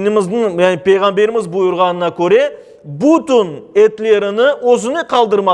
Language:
Crimean Tatar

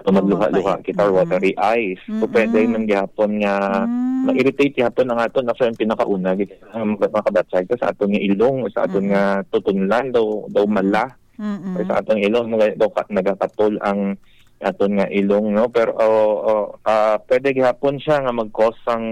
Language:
Hiligaynon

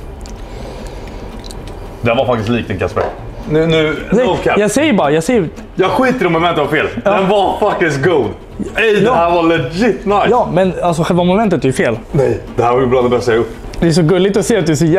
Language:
Swedish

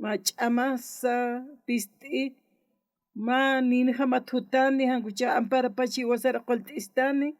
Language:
Aymara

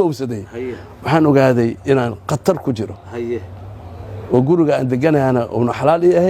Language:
Somali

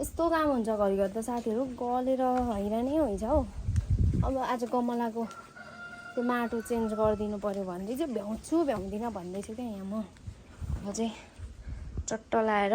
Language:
Nepali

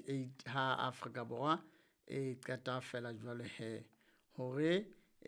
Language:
Southern Sotho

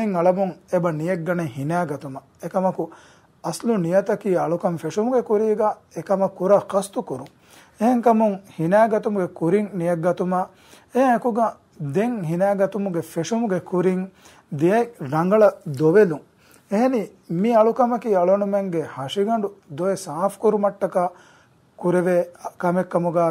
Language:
Divehi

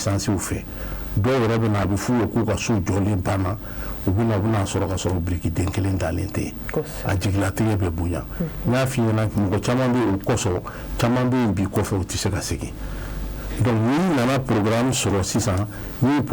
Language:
Bambara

